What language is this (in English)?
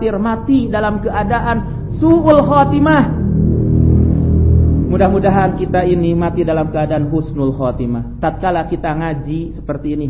Indonesian